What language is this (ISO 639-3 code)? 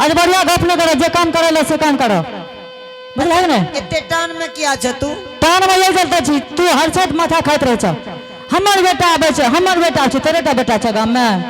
anp